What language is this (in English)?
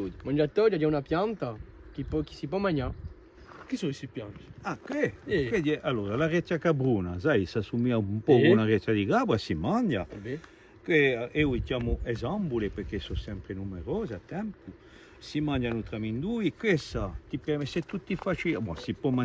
Corsican